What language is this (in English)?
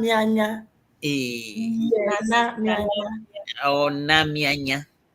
Ewe